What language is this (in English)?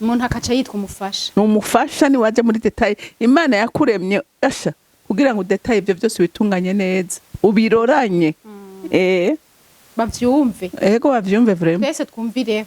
Rundi